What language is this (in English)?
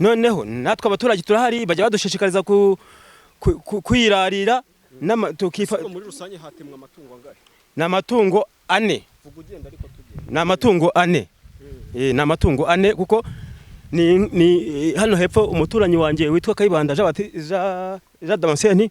Kinyarwanda